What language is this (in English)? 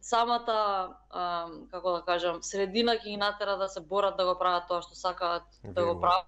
Macedonian